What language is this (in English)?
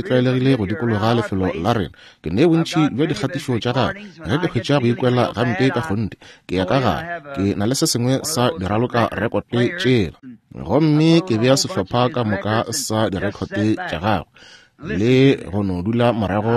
Northern Sotho